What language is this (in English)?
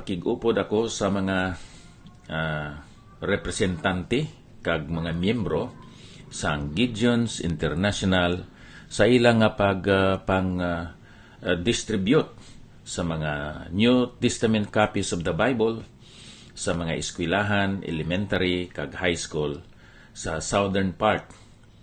Hiligaynon